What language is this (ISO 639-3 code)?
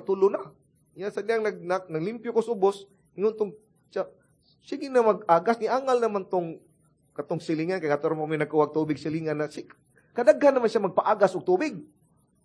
ceb